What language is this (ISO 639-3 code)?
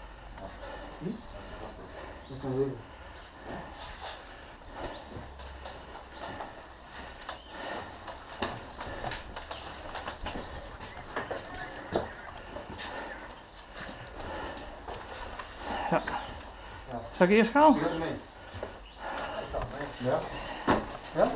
nld